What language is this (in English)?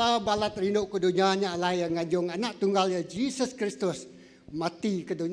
Iban